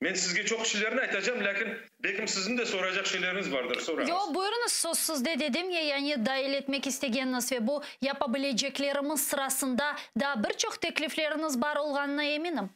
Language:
Crimean Tatar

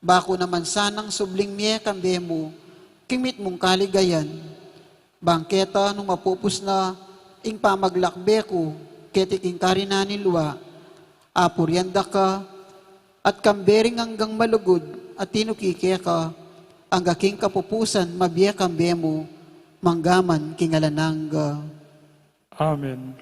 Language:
Pampanga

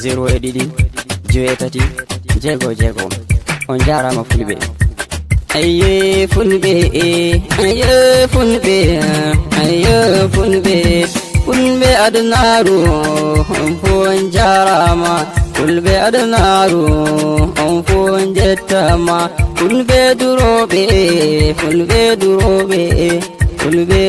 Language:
Nigerian Fulfulde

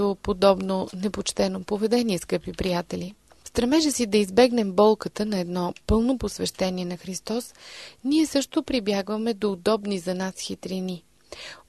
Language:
Bulgarian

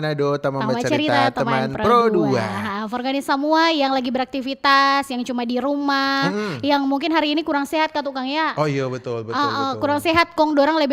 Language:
Manado Malay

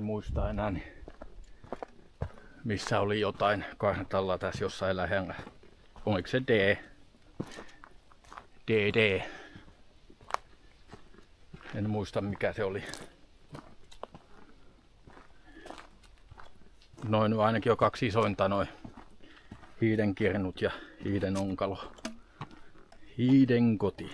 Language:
Finnish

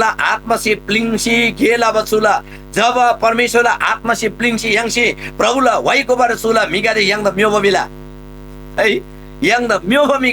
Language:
Eastern Tamang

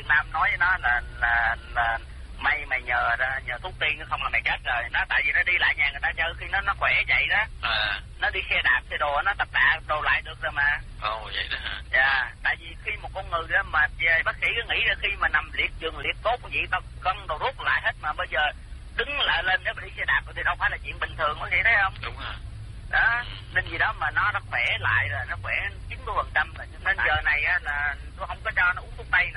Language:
Vietnamese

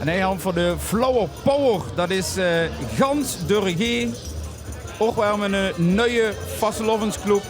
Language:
Limburgish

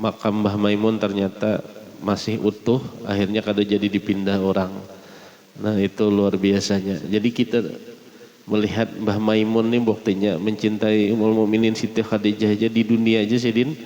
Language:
Banjar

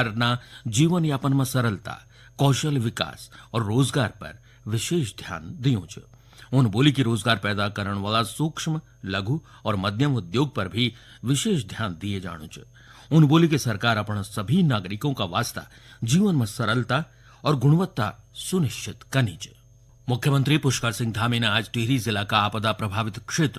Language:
Garhwali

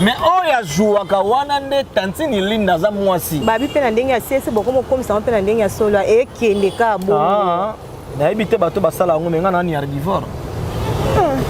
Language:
Lingala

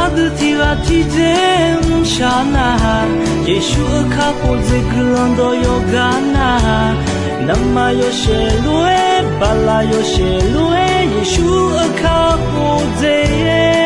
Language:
Akha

